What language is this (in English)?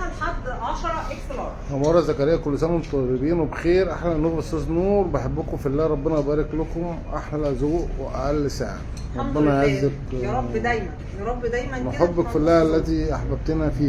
Egyptian Arabic